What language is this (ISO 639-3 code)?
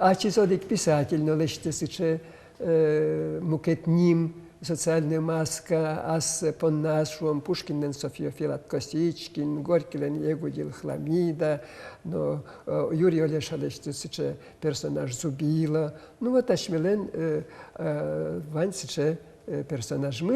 udm